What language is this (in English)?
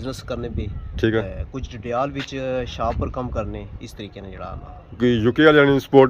Pahari-Potwari